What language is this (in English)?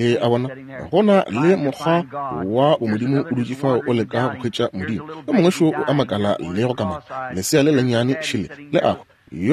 Northern Sotho